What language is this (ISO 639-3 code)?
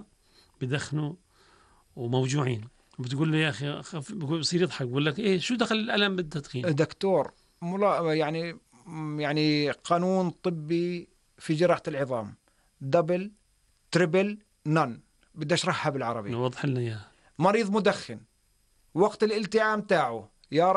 apc